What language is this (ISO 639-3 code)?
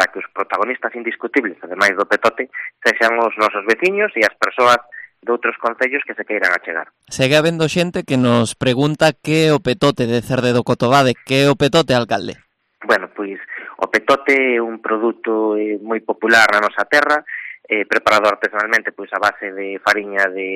glg